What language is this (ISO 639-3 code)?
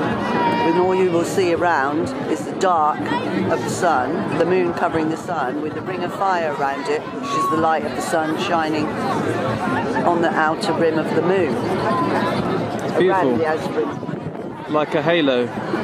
eng